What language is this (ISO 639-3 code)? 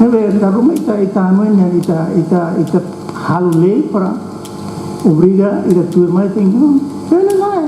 tet